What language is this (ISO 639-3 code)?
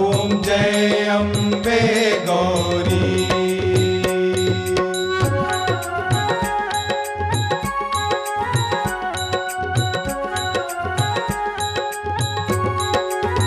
hin